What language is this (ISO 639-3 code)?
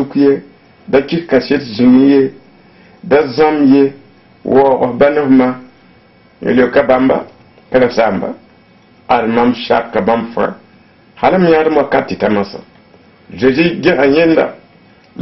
mos